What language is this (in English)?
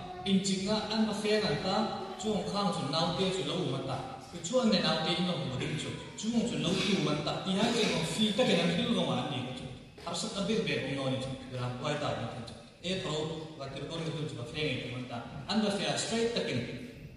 Hmar